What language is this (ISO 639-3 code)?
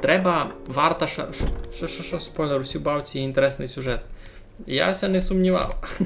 rue